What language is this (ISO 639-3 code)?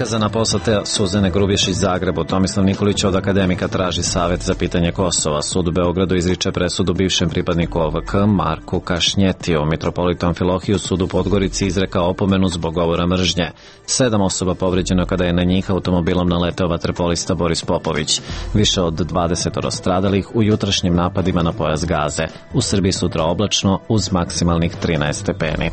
srp